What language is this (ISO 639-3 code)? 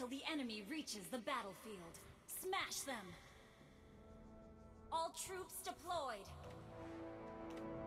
eng